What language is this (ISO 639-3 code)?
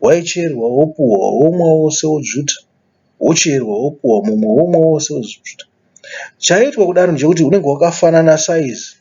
sna